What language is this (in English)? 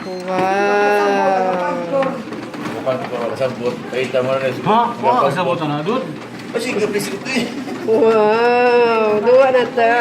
Cebuano